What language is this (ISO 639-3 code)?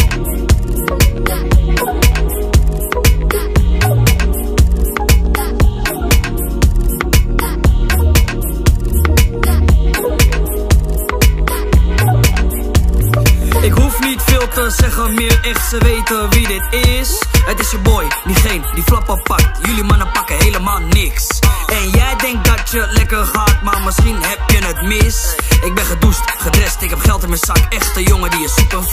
nld